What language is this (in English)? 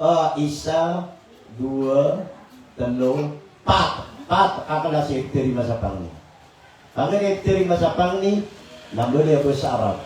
Maranao